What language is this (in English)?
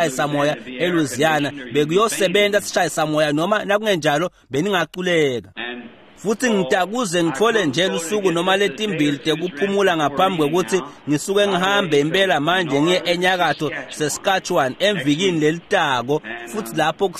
Swati